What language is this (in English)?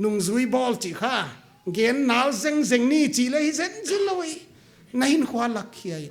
Paite Chin